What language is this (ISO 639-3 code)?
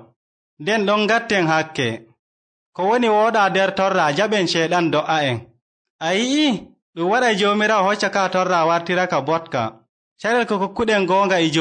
fuv